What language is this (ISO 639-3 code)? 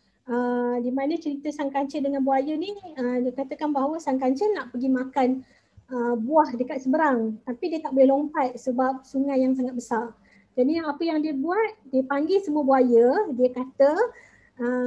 msa